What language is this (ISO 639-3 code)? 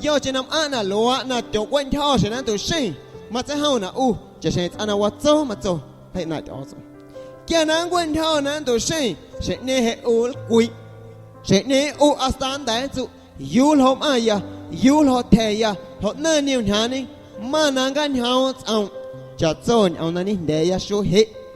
amu